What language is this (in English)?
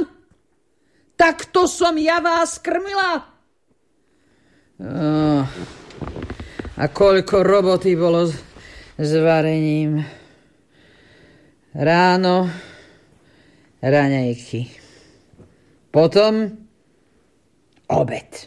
Slovak